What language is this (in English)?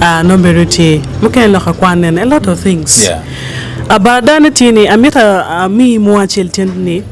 Acoli